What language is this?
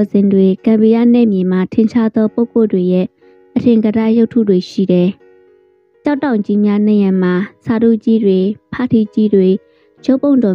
Burmese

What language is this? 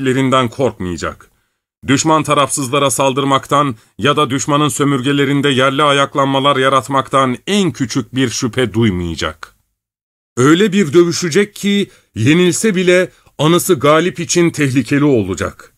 Turkish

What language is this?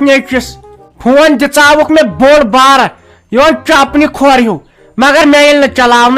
Kashmiri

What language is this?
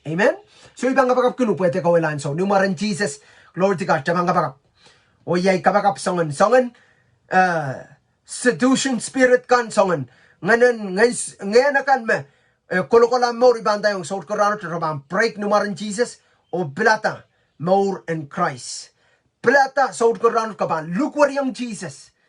Pohnpeian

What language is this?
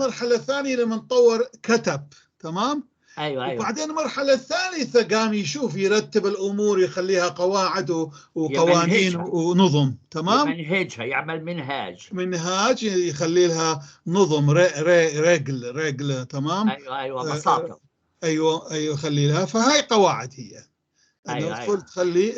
North Levantine Arabic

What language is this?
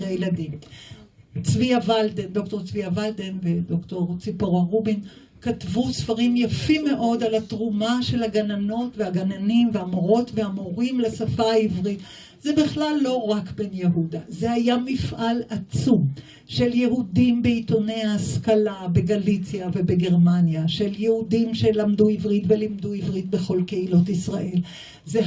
Hebrew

